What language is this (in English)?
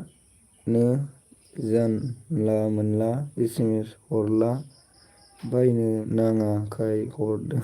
Bodo